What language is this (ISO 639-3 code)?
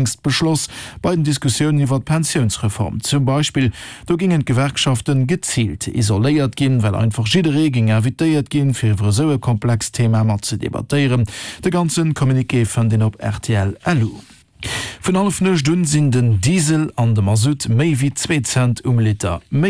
ltz